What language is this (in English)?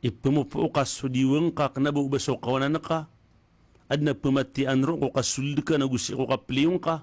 Maranao